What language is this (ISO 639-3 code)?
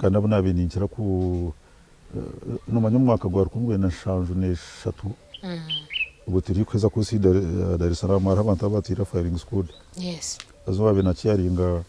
nyn